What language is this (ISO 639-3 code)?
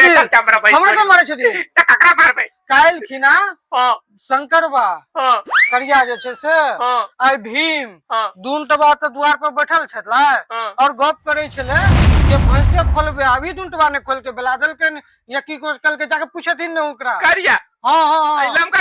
mai